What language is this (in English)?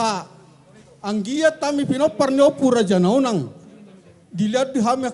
Batak Toba